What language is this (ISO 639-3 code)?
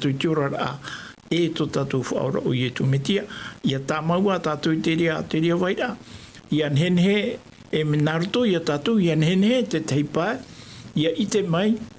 tah